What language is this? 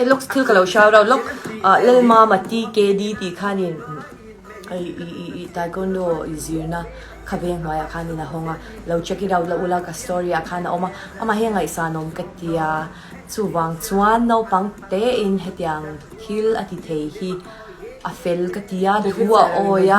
Mizo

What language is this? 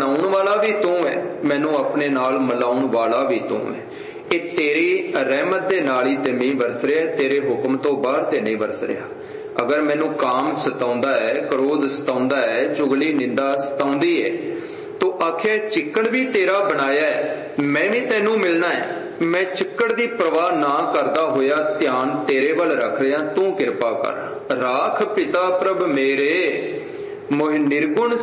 Punjabi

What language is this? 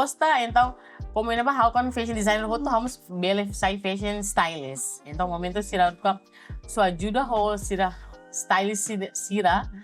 Tetum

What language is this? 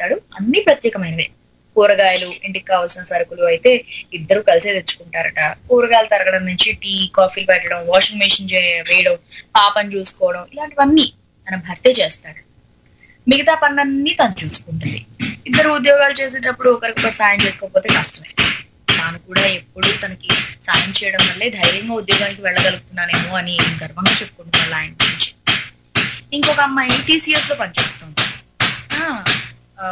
Telugu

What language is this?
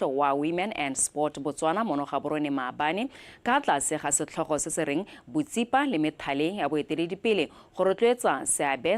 Tswana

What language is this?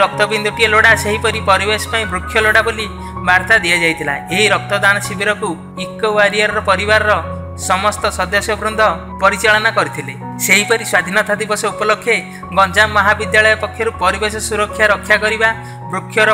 Odia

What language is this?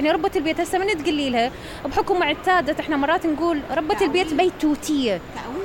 Mesopotamian Arabic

